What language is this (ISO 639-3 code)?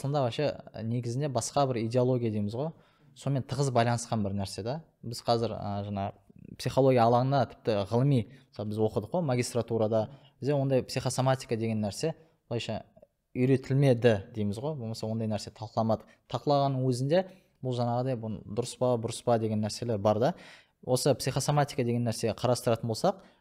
kaz